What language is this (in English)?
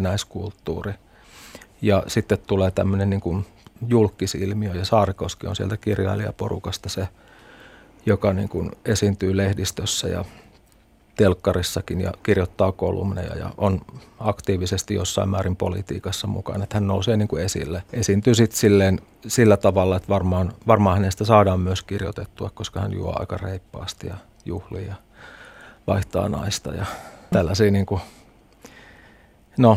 Finnish